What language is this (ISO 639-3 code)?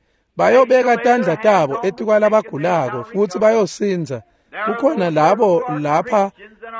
ssw